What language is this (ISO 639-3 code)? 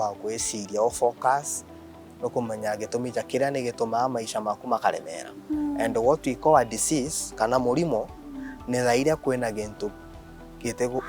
mer